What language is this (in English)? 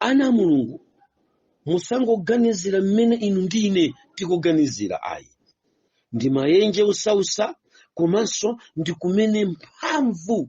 Nyanja